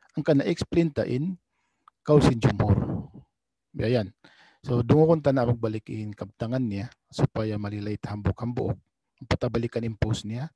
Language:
Tausug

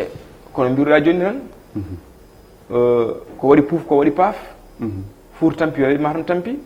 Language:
Fula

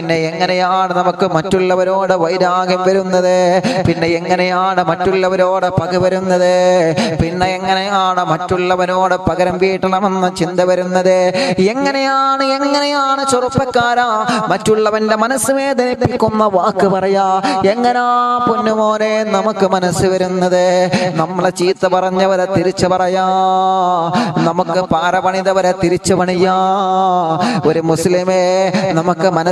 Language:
Malayalam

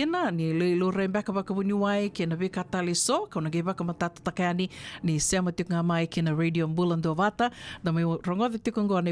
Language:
Fijian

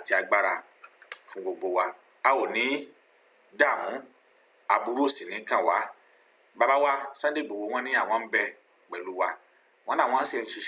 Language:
Yoruba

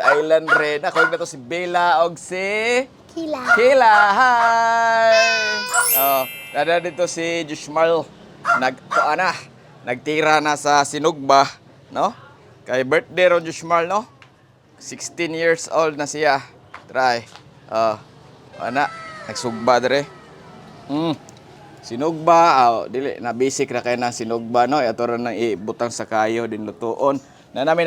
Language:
Cebuano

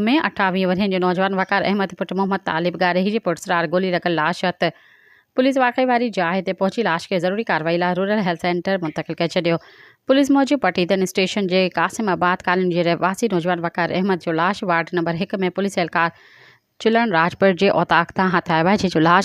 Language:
Sindhi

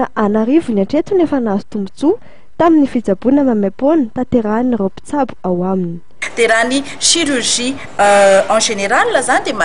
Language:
Malagasy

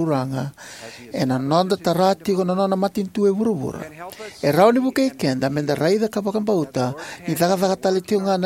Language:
Fijian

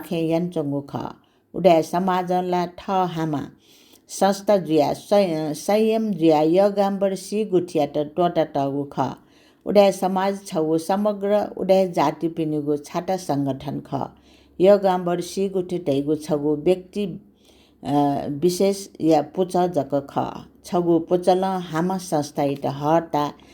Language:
Newari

